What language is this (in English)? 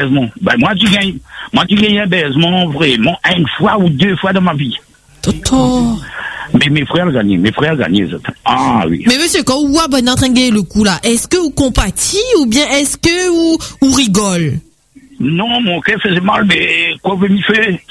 French